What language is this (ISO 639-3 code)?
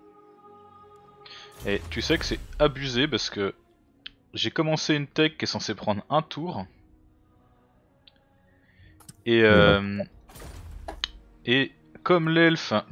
fra